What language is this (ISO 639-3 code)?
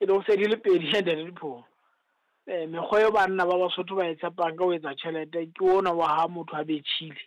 sot